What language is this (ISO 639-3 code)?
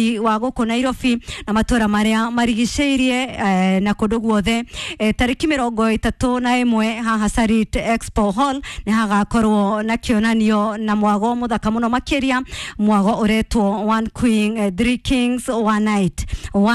kik